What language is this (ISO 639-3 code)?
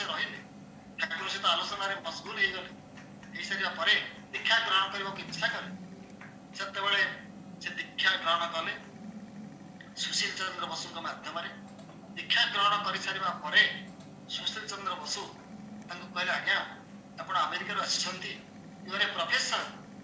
ori